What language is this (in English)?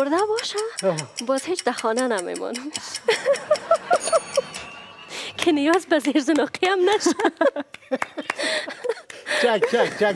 Persian